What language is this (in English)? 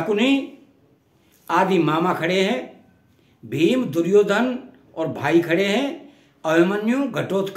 Hindi